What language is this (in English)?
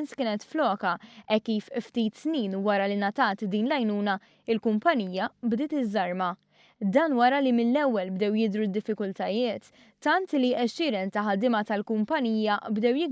Maltese